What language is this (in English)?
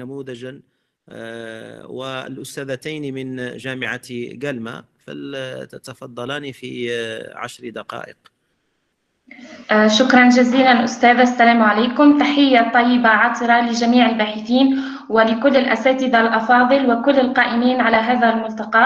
Arabic